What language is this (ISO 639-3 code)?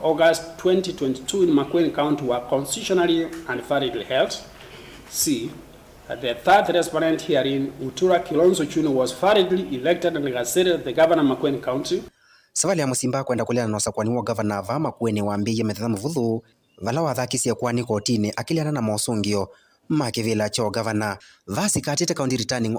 kam